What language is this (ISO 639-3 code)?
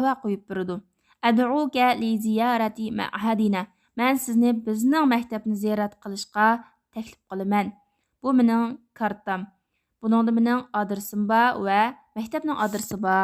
uig